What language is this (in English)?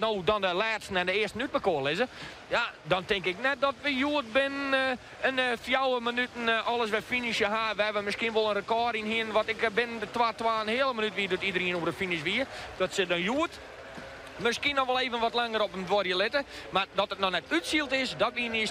Western Frisian